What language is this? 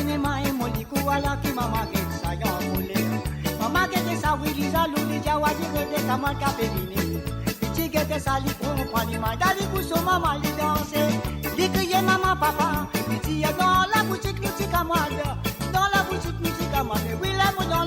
Morisyen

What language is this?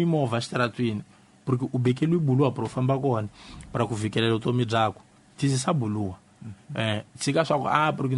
Tsonga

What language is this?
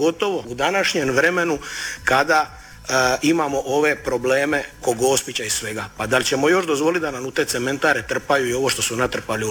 Croatian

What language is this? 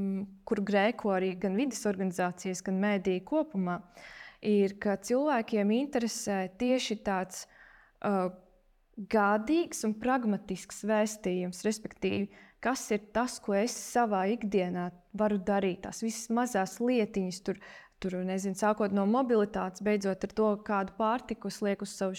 Latvian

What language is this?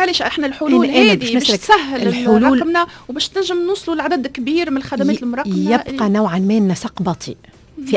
Tunisian Arabic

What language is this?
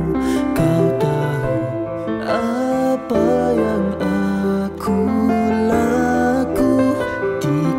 Malay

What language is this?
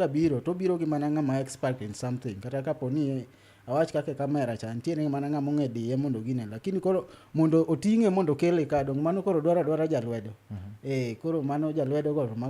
Luo (Kenya and Tanzania)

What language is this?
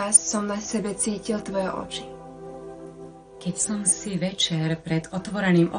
Slovak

